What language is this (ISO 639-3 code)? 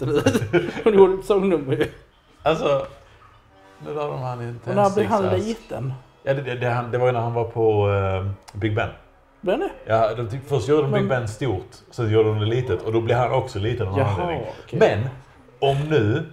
swe